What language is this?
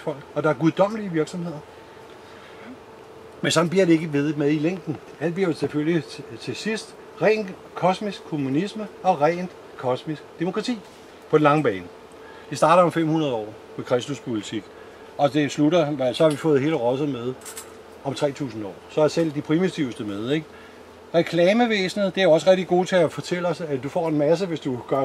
Danish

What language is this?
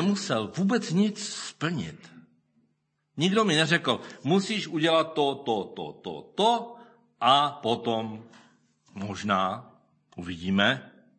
Czech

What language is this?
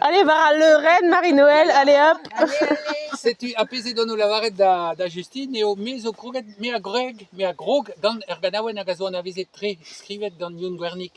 Breton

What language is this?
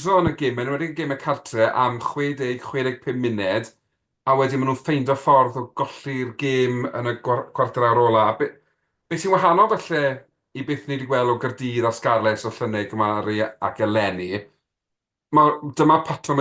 Welsh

